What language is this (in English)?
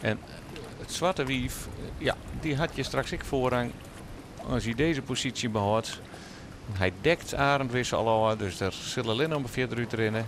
Western Frisian